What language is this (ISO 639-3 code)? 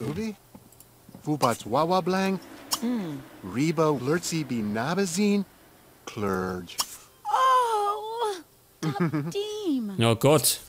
bar